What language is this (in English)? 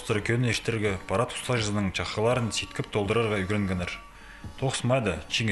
Khakas